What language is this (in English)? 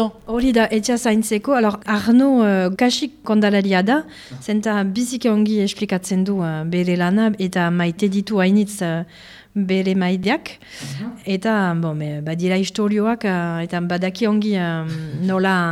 Basque